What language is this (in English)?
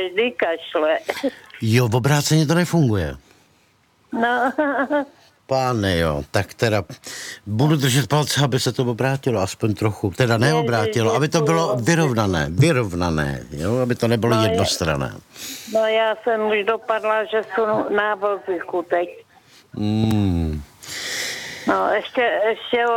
Czech